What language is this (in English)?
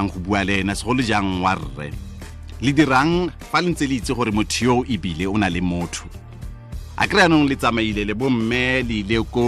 Tswana